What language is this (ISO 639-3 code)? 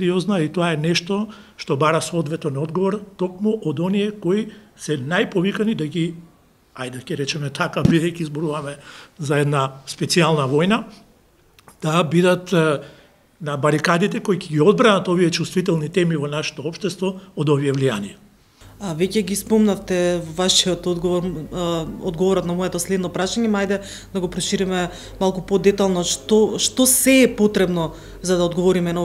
mkd